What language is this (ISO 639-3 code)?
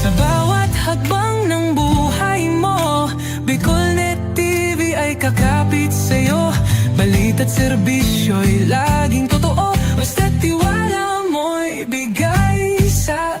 bik